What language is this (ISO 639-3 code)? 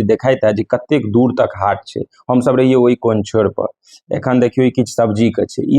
mai